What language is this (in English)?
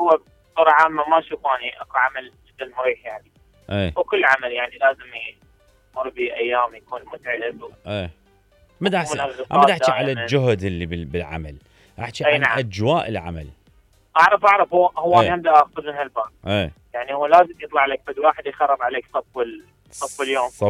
Mesopotamian Arabic